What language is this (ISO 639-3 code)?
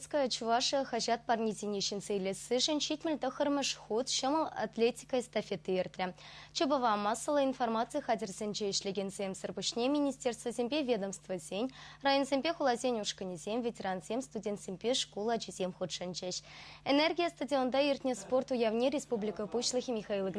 chv